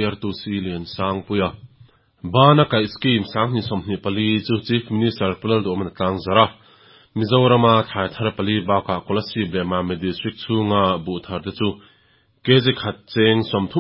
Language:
Mizo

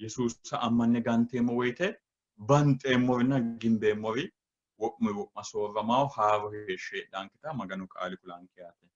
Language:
Sidamo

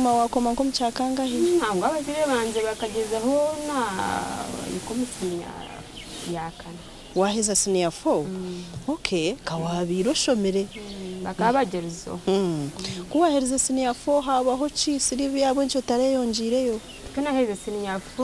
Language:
Nyankole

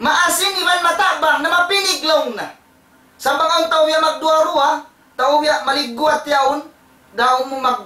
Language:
Tausug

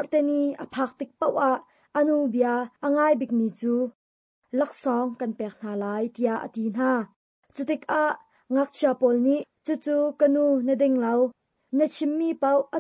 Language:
Hakha Chin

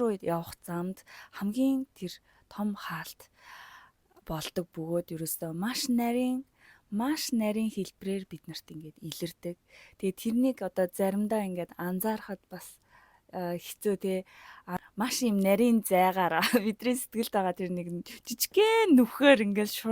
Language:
Mongolian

